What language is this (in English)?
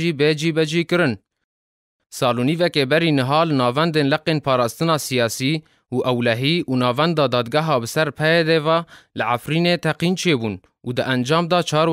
Kurdish